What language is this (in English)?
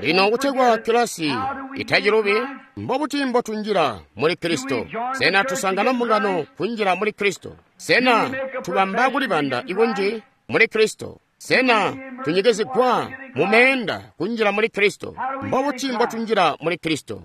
Tonga (Zambia)